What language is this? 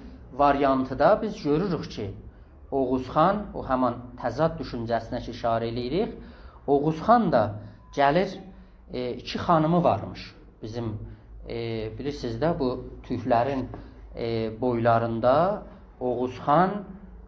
South Azerbaijani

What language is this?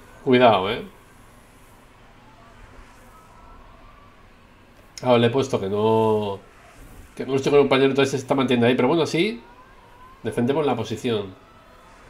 Spanish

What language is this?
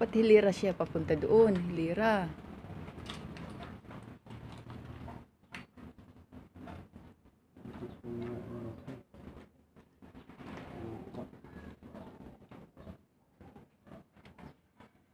Filipino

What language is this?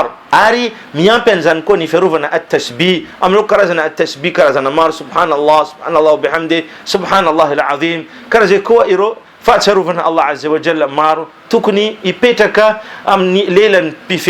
Malagasy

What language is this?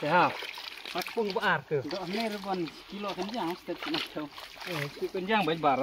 Khasi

